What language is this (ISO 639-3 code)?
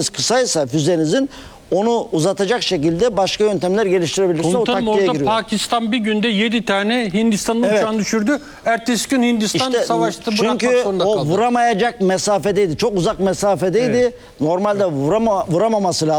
tur